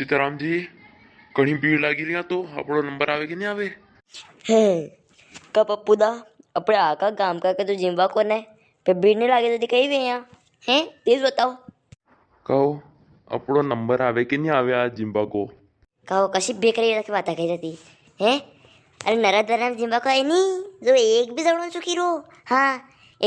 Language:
Rajasthani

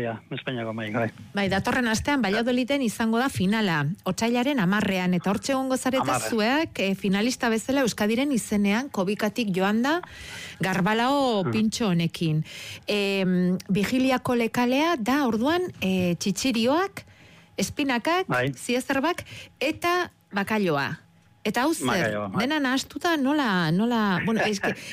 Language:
Basque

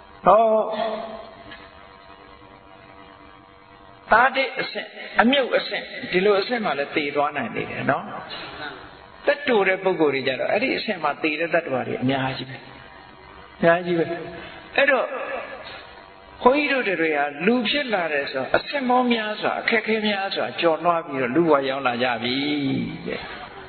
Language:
Burmese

